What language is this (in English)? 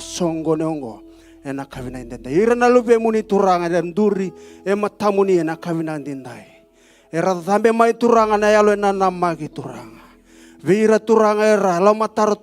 Fijian